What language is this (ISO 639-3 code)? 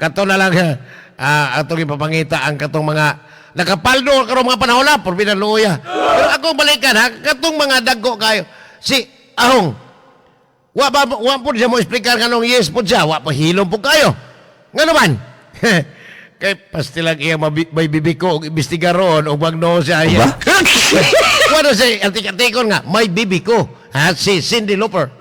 ceb